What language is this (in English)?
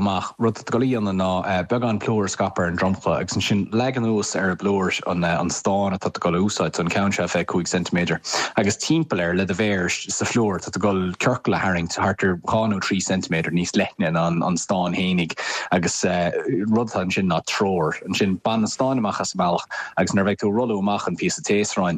Irish